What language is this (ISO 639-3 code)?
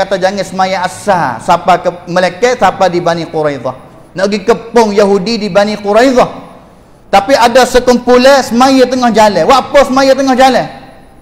msa